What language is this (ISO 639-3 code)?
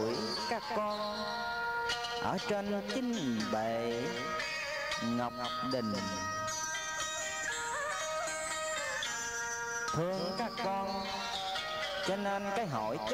vie